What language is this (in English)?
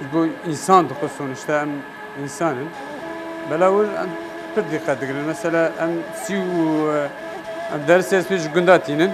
Kurdish